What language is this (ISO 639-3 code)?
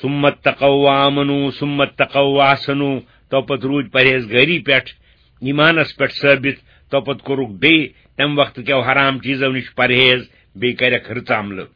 kas